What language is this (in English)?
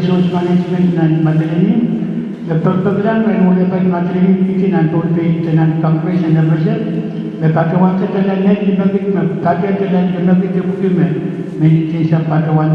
Pohnpeian